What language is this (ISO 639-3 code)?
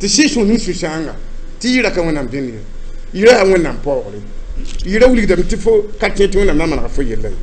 mos